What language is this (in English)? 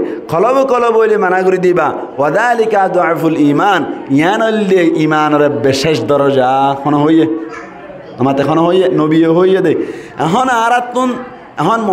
Rohingya